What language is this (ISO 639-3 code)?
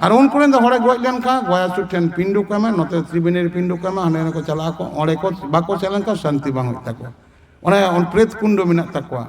sat